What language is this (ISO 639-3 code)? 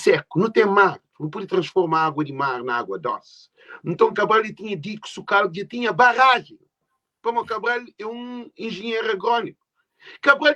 kea